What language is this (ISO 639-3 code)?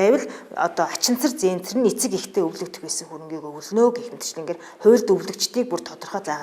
mon